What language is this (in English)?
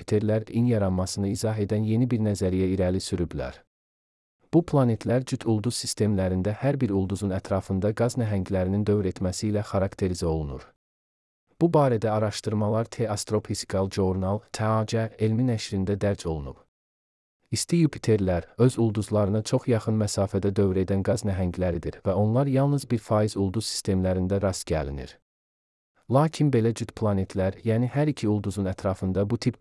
Azerbaijani